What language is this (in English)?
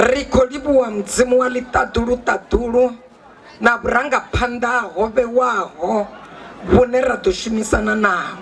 Venda